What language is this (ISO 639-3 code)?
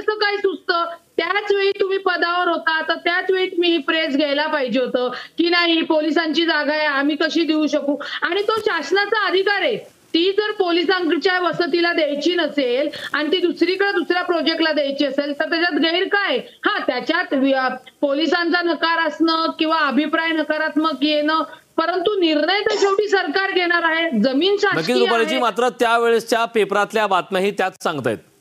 mar